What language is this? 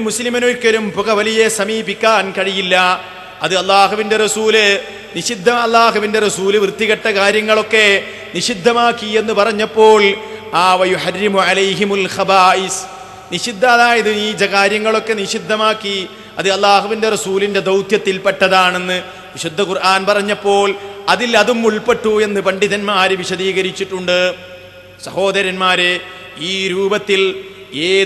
Malayalam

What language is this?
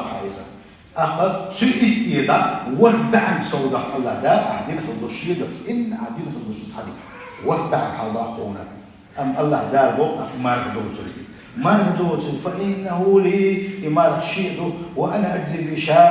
Chechen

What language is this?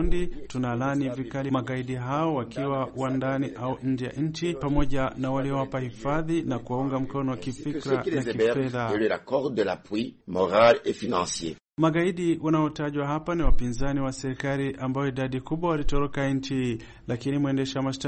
Swahili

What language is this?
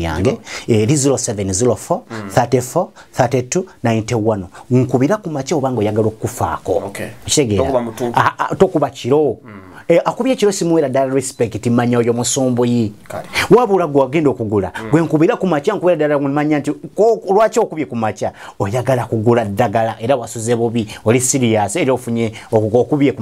Ganda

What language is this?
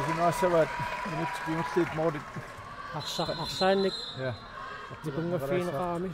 Kalaallisut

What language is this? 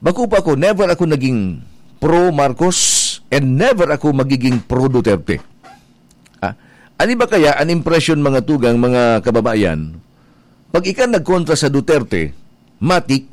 Bikol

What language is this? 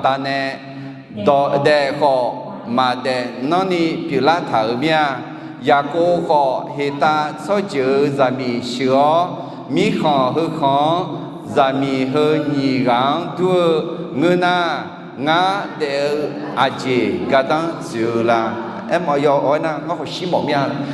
Akha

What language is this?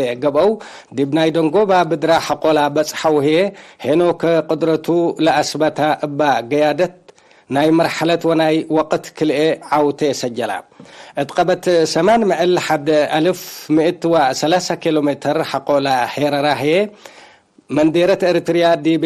Tigre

